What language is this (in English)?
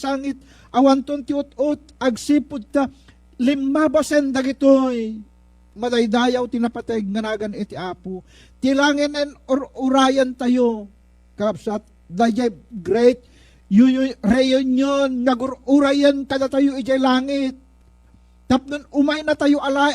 Iloko